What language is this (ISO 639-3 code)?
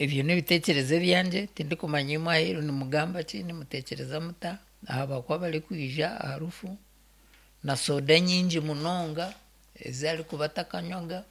nyn